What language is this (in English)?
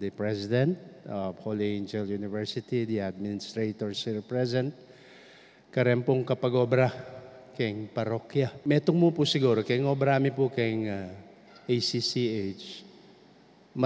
Pampanga